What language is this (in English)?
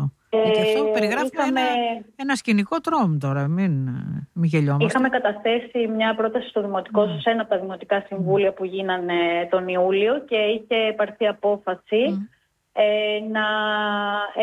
Greek